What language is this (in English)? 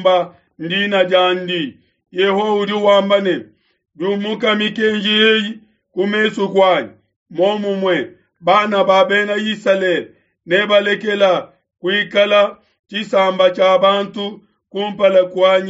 Luba-Lulua